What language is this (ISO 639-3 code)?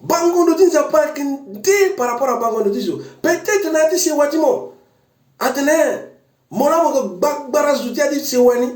sag